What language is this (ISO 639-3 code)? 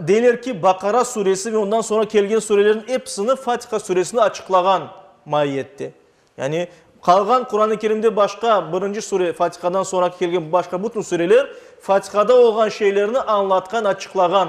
crh